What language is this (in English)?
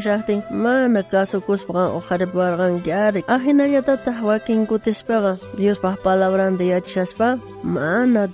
South Bolivian Quechua